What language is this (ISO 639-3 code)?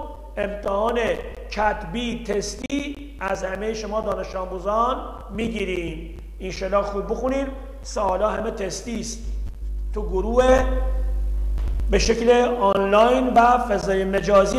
fas